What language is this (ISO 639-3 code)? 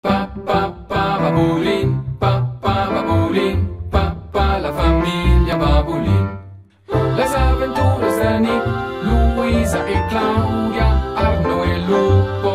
roh